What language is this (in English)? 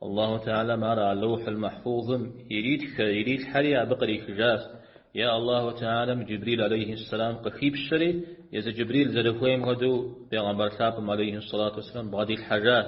Kabardian